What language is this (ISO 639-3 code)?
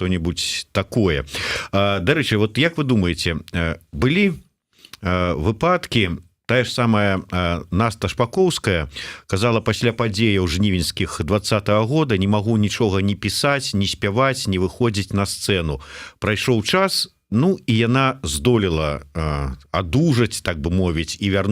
bel